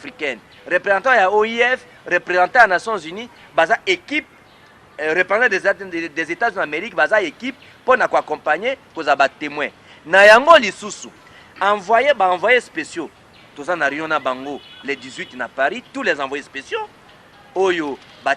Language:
Lingala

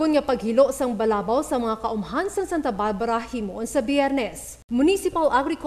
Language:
Hiligaynon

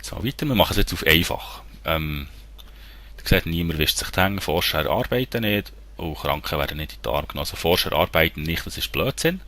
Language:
Swiss German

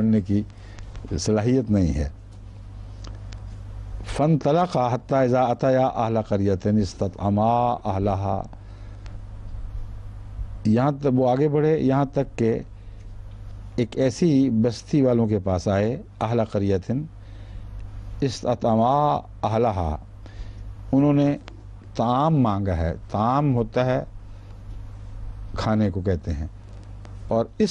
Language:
Urdu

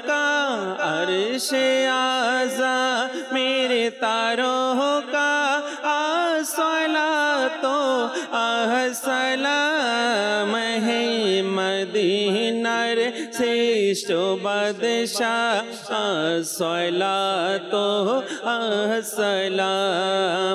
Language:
Bangla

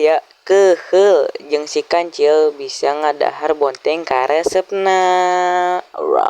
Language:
Sundanese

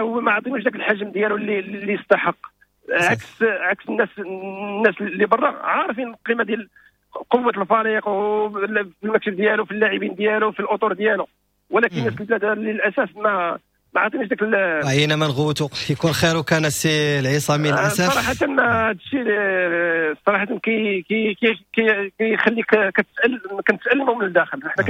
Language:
Moroccan Arabic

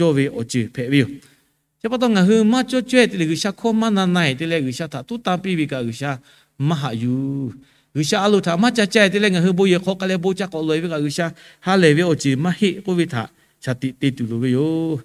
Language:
Lahu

